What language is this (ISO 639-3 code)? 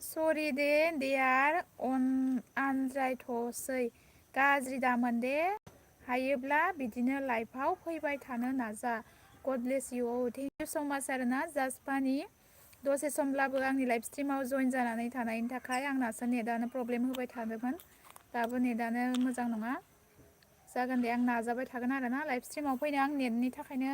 brx